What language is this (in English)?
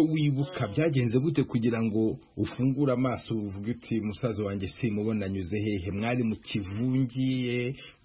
Kinyarwanda